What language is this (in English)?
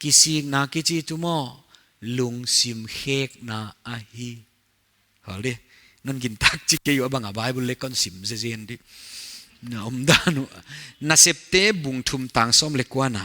Paite Chin